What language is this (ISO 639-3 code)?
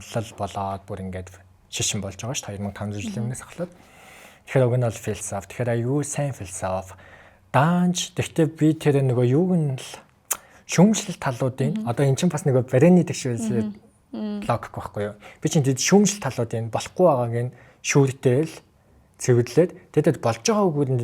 mon